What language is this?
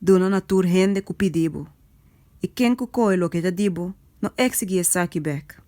Papiamento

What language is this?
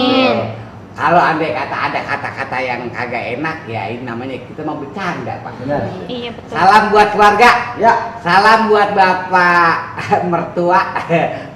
Betawi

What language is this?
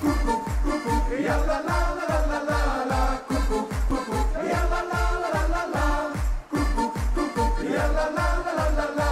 Limburgish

